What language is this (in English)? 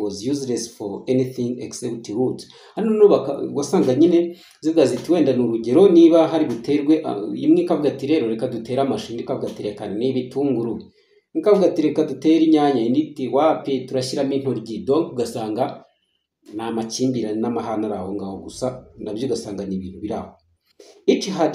Kinyarwanda